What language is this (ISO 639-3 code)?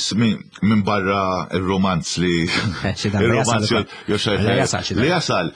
mlt